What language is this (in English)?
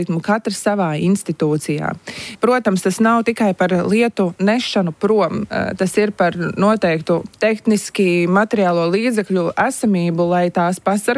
Latvian